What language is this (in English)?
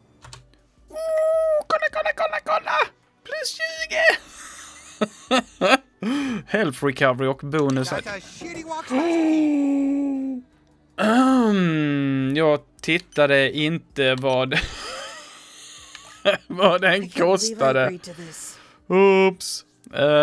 Swedish